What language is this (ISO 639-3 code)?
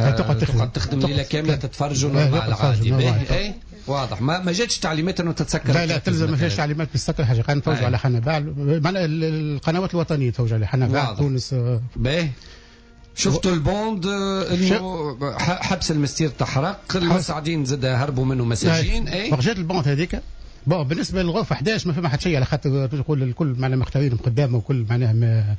aeb